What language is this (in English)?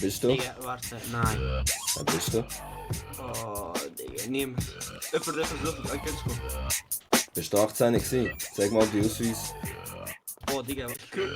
Swiss German